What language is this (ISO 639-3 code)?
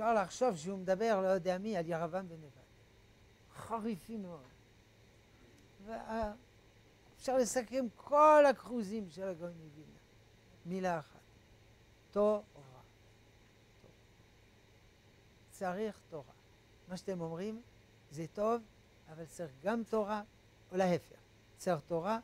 heb